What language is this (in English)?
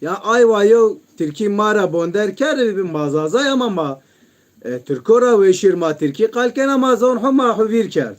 Zaza